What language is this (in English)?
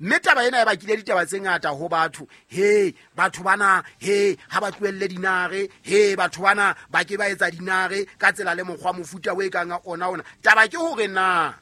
Southern Sotho